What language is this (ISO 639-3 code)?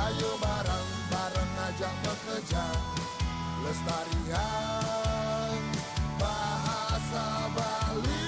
ban